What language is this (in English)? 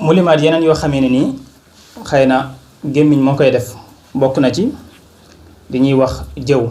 Wolof